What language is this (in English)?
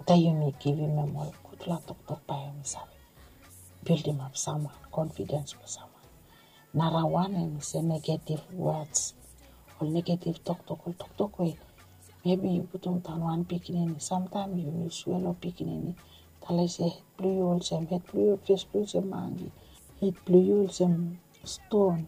Bislama